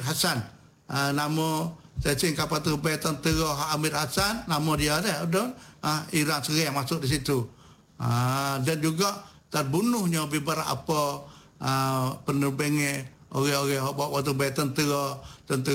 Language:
Malay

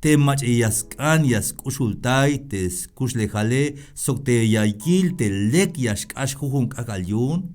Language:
Tzeltal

